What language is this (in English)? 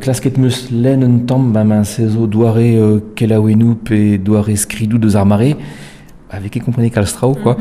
Breton